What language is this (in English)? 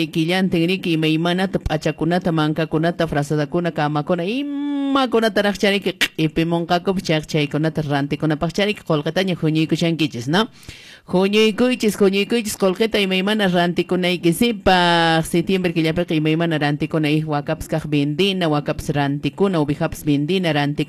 Quechua